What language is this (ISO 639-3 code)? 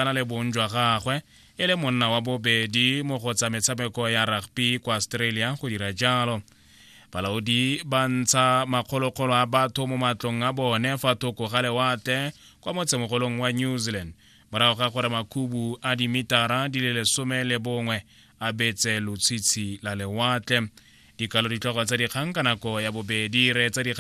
tsn